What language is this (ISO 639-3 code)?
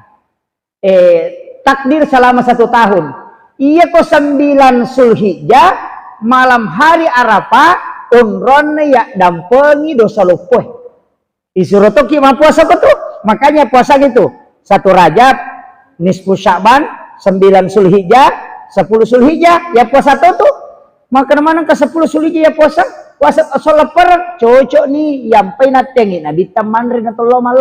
bug